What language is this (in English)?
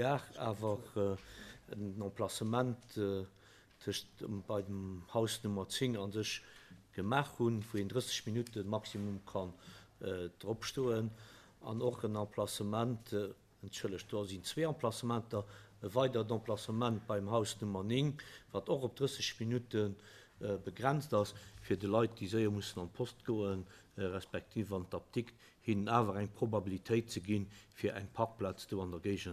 Luxembourgish